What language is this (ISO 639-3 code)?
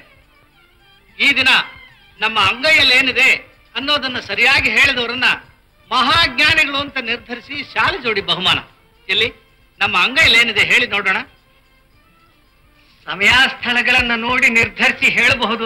kan